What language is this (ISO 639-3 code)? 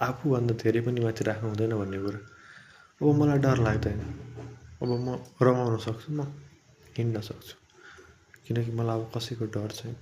nep